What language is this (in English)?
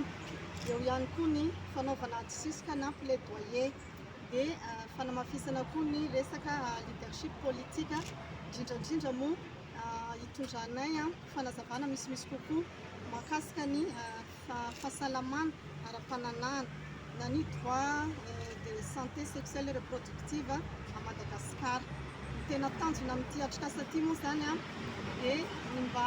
Malagasy